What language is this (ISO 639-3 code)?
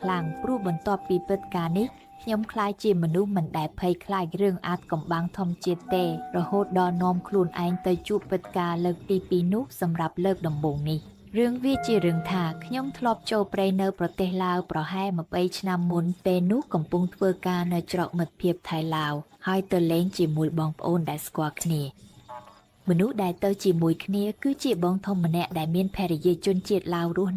khm